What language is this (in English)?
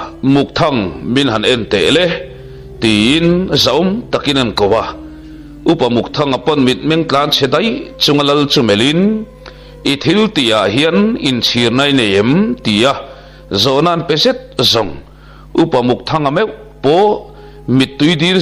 Mizo